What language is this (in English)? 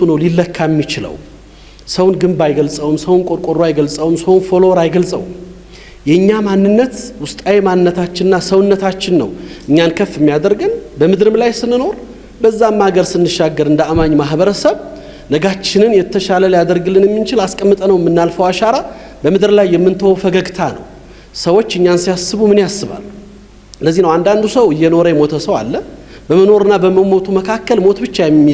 Amharic